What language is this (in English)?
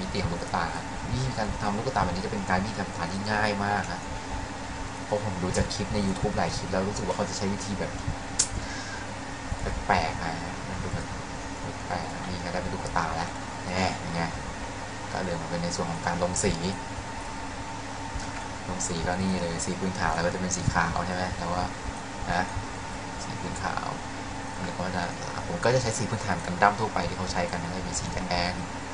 Thai